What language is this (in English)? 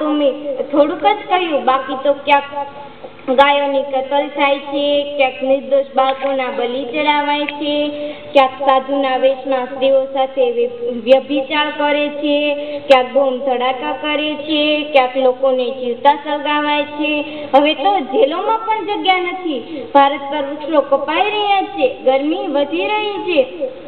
Gujarati